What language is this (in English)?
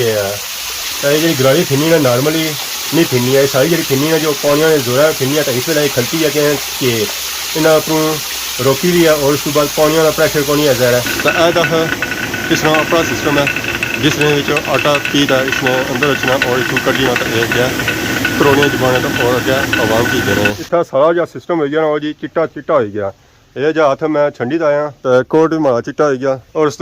Pahari-Potwari